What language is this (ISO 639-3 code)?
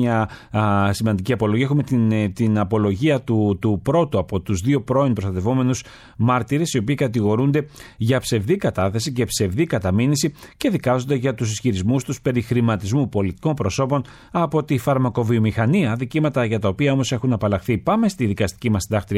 ell